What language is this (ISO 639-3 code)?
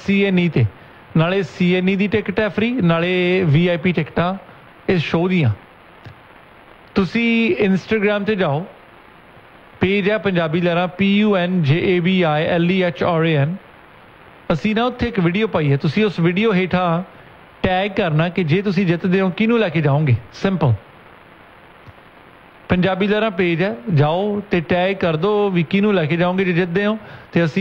pan